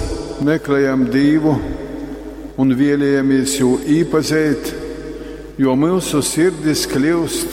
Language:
Latgalian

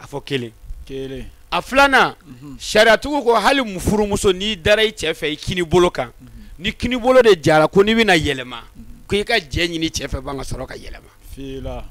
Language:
Bambara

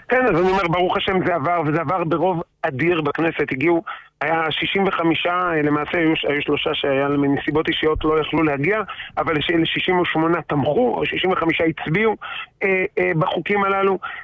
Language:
Hebrew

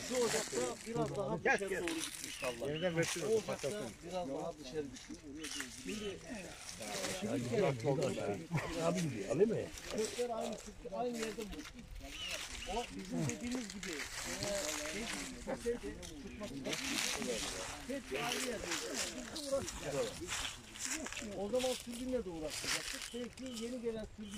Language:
Turkish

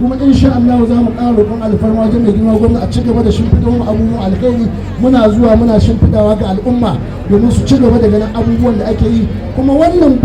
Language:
Hausa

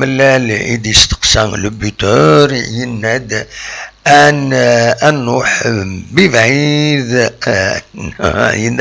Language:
Kabyle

